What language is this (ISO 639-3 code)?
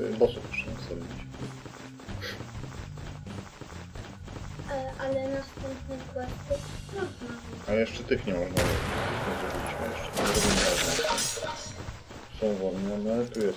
pol